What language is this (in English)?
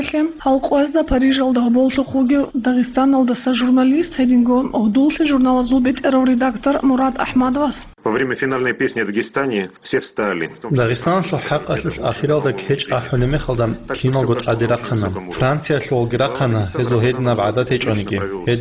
Avaric